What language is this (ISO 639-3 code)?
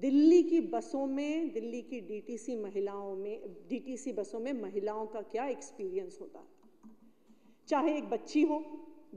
hin